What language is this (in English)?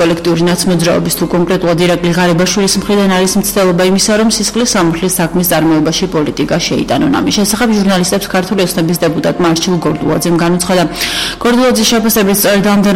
Georgian